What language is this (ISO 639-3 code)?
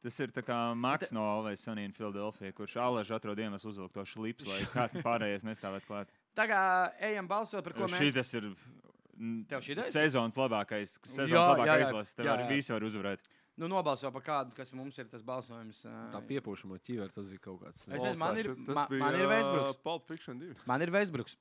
lav